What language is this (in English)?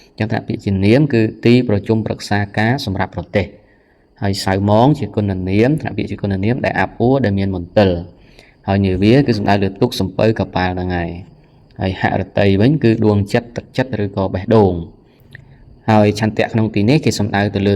Khmer